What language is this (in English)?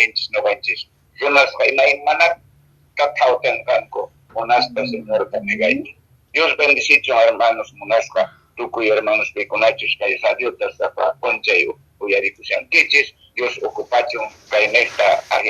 Quechua